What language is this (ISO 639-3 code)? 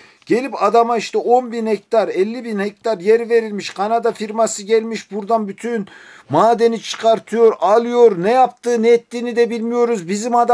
tur